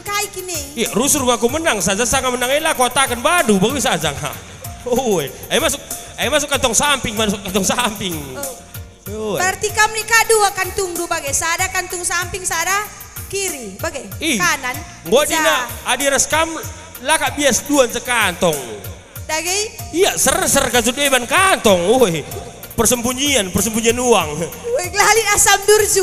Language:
Batak Karo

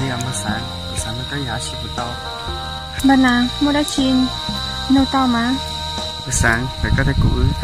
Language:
Hmong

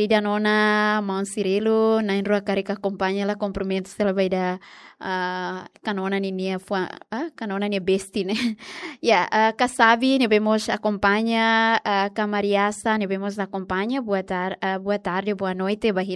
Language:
Tetum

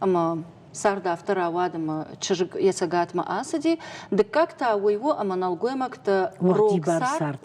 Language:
Ossetic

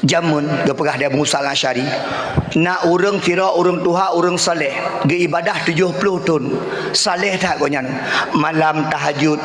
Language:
Achinese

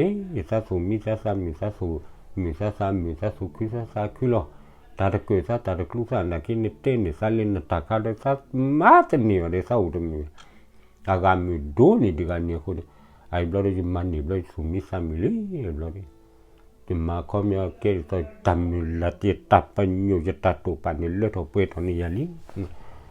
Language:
S'gaw Karen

